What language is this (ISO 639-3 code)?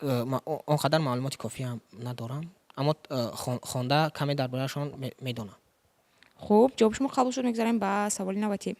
tgk